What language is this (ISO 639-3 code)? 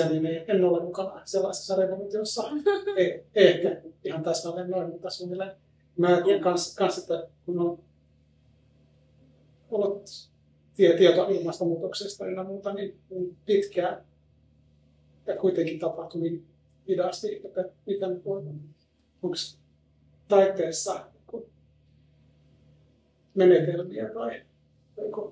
fin